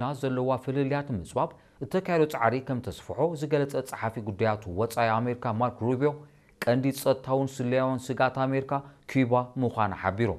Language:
Tigrinya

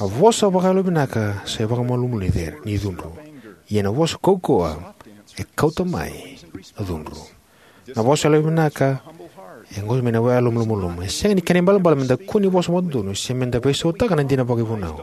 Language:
Fijian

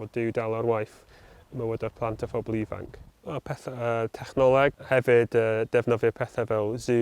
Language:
Welsh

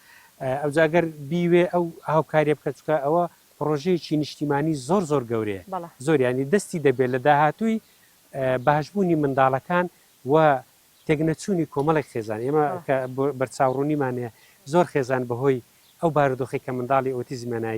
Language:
Central Kurdish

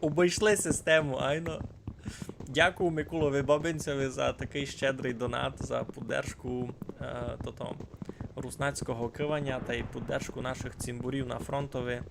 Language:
Rusyn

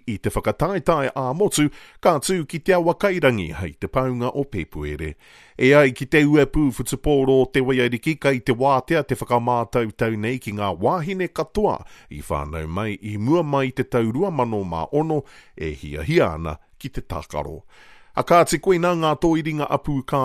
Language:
Māori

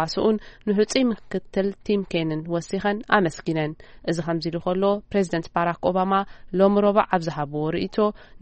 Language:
Tigrinya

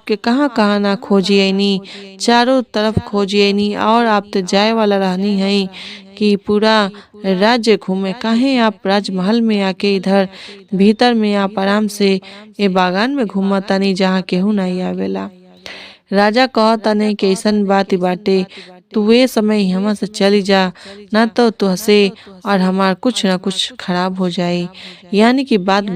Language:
Bhojpuri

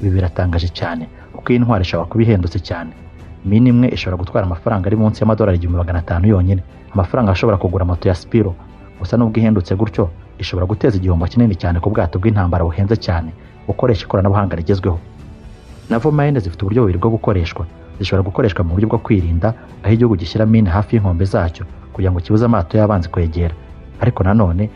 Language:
Kinyarwanda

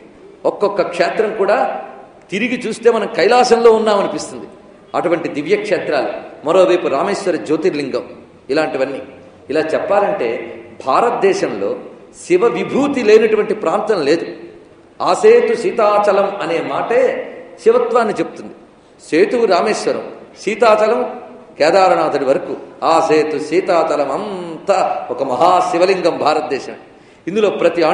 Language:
Telugu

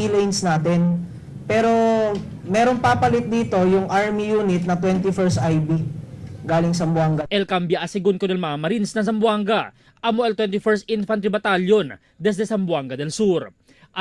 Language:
Chavacano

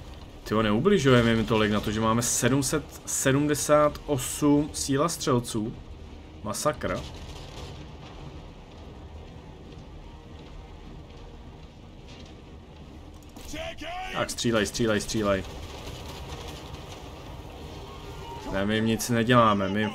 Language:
Czech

